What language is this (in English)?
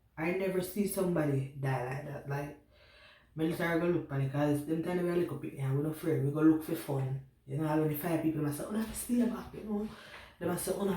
Jamaican Creole English